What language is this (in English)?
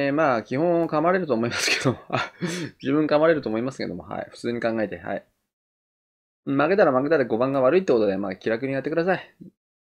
Japanese